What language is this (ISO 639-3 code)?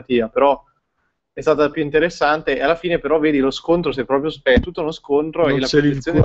ita